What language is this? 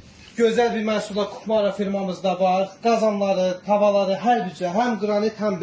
Azerbaijani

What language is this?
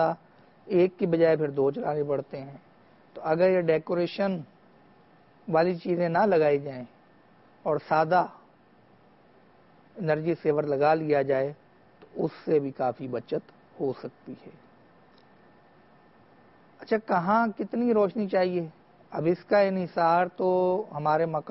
Urdu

